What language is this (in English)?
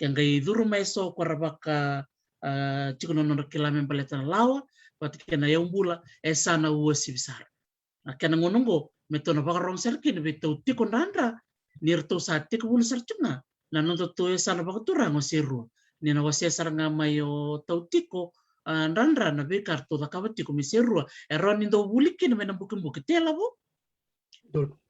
Fijian